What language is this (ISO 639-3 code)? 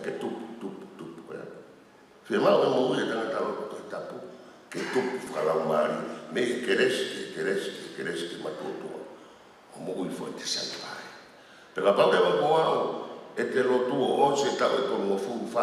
ton